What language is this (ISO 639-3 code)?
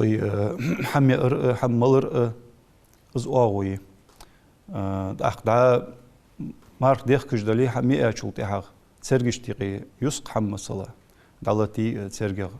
inh